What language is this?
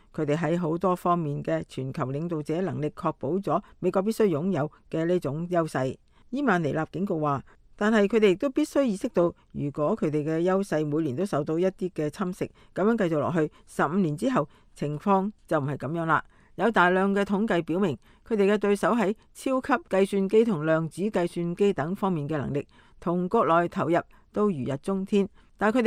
Cantonese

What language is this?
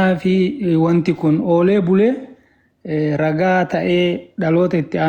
Oromo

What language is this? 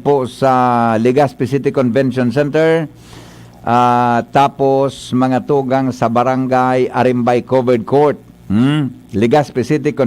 Bikol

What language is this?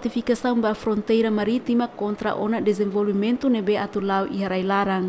Tetum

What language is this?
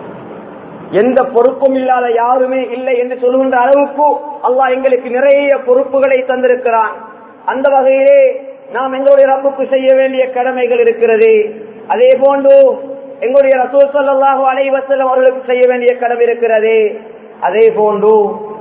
Tamil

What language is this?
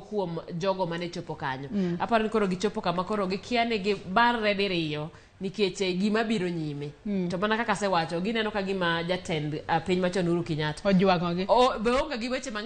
Luo (Kenya and Tanzania)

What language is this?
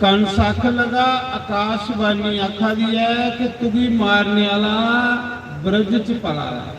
Dogri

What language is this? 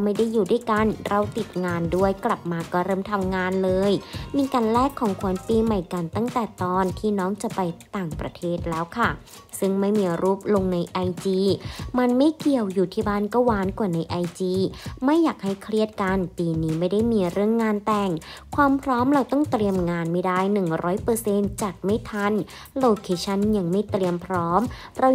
Thai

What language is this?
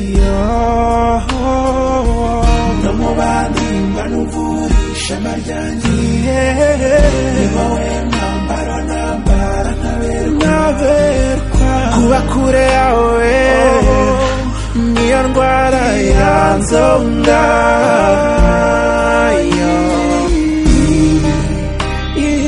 Kinyarwanda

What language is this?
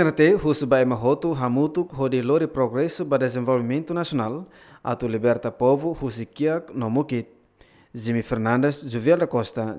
Tetum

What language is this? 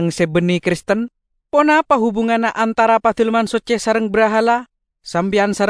Madurese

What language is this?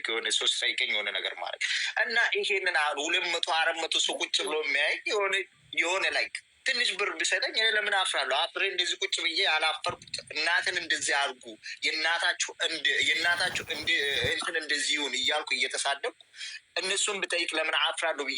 Amharic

